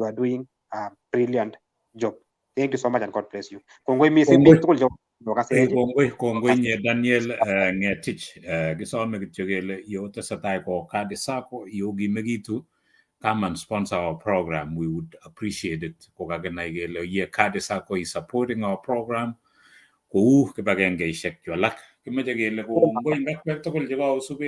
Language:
Kalenjin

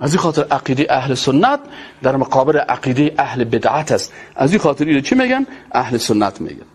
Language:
Persian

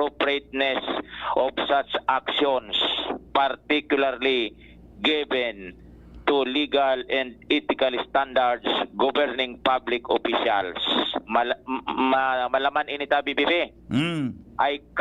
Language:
Bikol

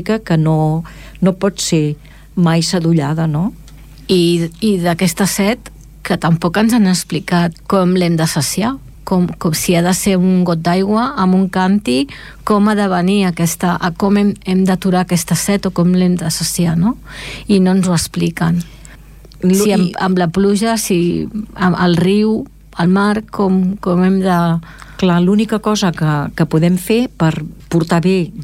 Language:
Catalan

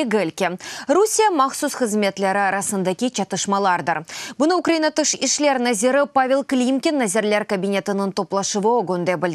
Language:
Crimean Tatar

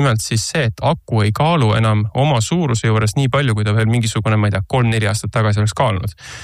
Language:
Estonian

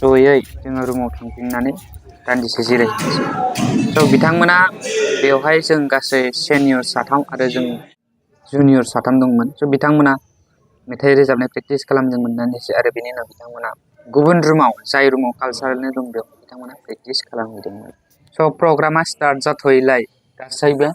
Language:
Bodo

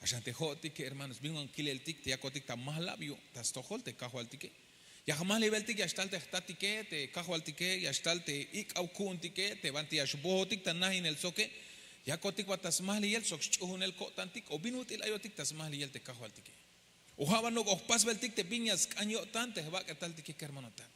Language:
Tzeltal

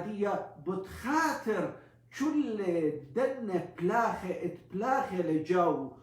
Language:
Assyrian Neo-Aramaic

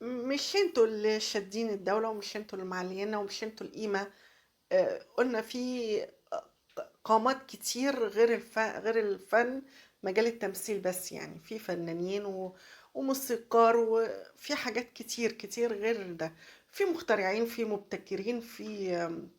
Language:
Egyptian Arabic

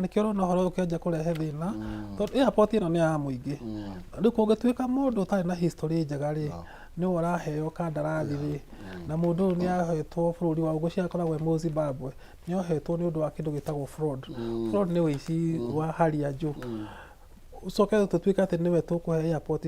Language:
Kikuyu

